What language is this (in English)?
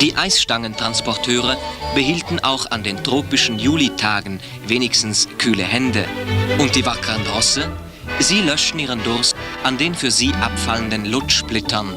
Swiss German